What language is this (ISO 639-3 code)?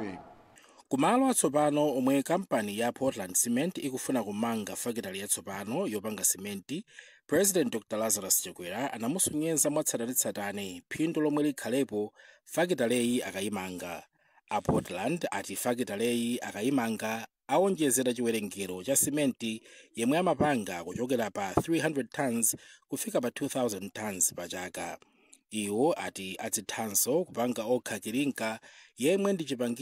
nya